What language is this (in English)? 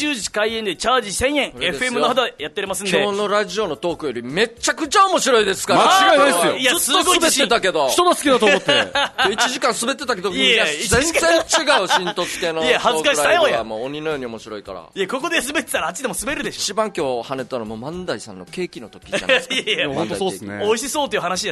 Japanese